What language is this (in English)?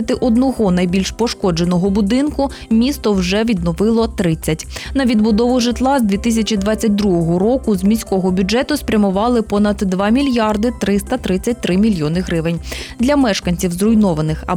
Ukrainian